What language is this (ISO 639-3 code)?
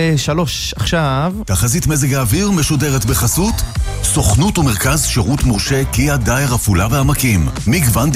heb